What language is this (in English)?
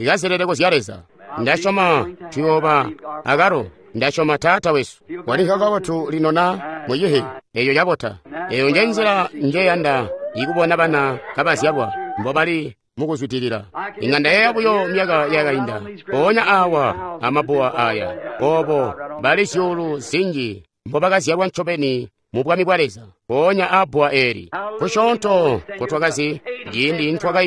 Tonga (Zambia)